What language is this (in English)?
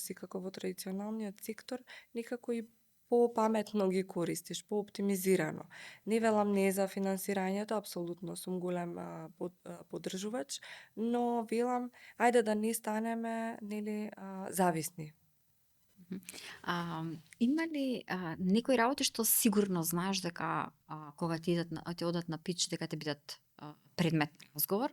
Macedonian